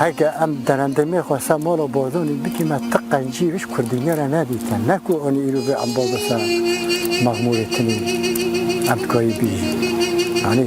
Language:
Kurdish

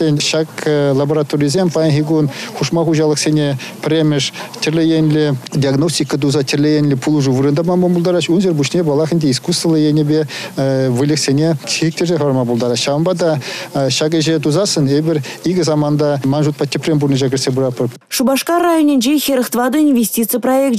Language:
Chuvash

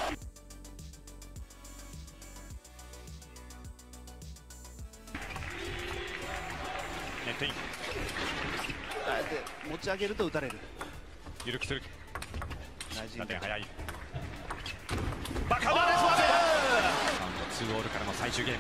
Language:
Japanese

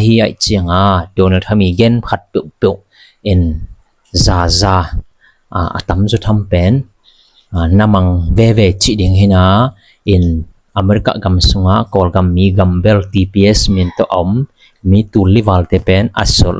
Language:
Tedim Chin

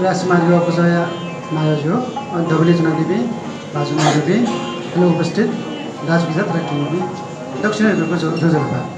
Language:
Newari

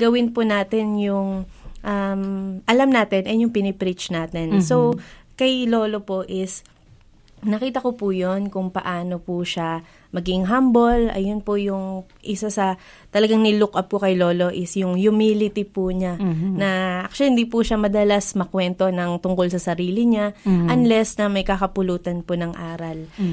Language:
Filipino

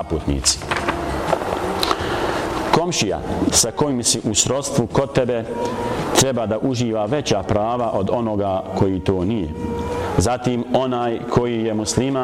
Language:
Bosnian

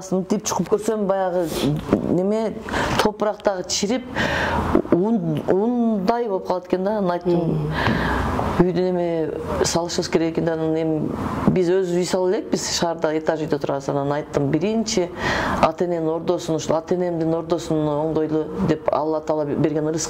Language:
Kyrgyz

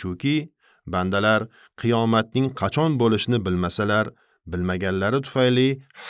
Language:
Uzbek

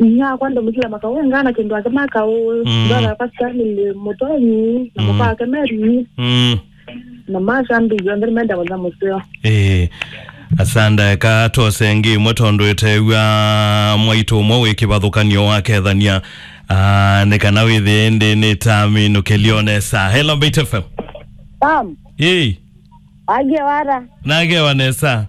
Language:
Kamba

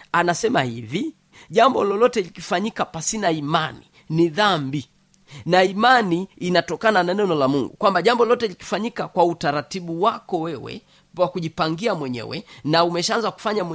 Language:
Swahili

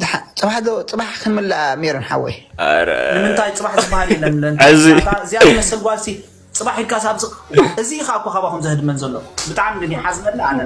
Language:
Tigrinya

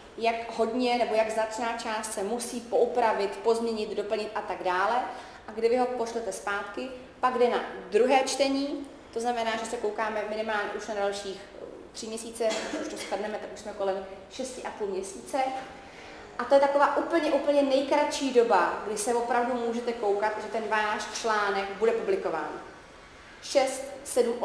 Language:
Czech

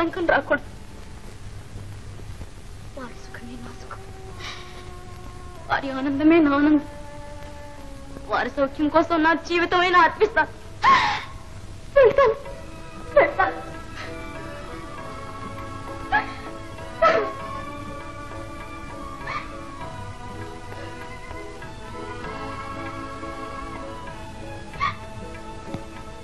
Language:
Telugu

